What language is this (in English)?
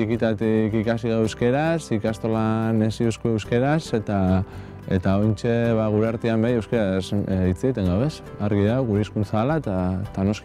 Basque